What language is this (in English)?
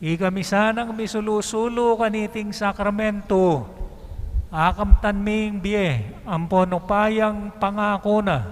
Pampanga